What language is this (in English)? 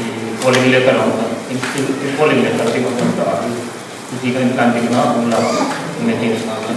Hmar